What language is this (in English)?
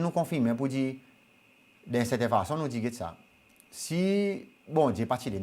Seselwa Creole French